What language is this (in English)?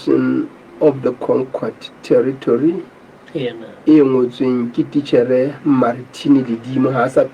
Southern Sotho